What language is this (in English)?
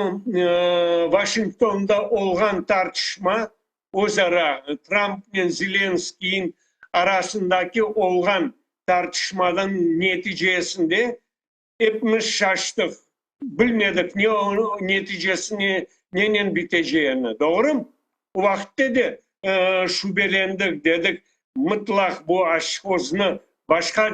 Crimean Tatar